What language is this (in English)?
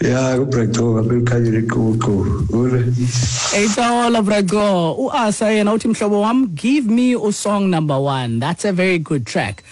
Xhosa